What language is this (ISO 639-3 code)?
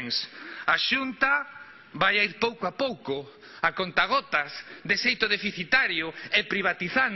glg